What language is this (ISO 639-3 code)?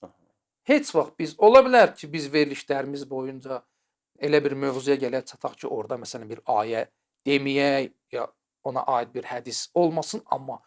aze